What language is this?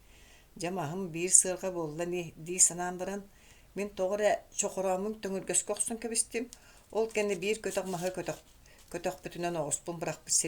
Yakut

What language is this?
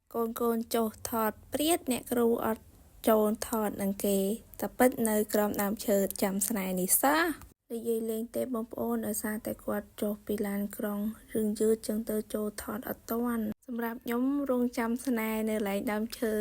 Khmer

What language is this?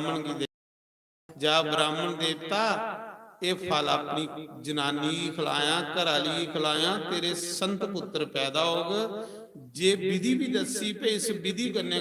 Dogri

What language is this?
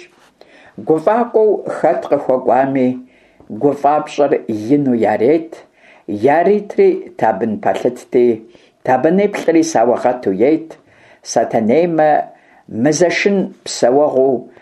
Kabardian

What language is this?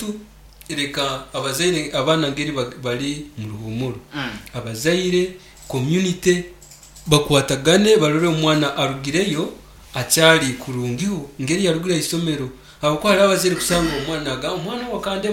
Nyankole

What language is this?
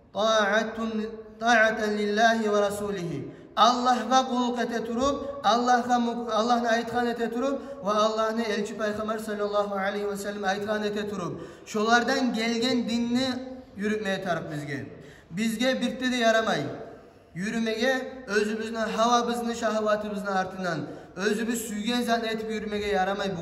Kumyk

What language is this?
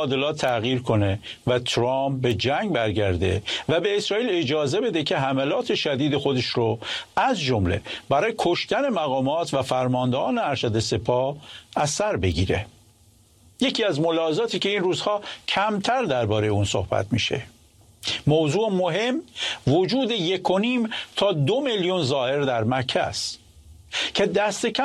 Persian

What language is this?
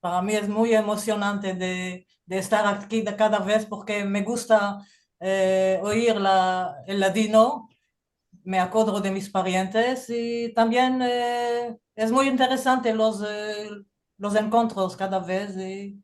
Ladino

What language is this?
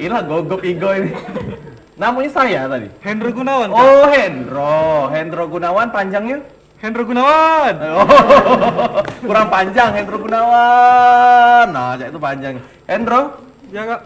Musi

